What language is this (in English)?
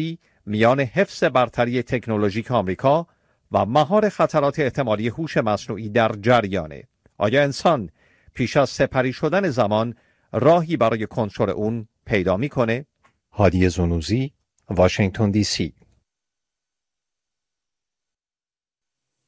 Persian